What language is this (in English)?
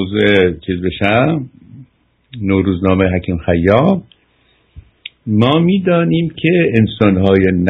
Persian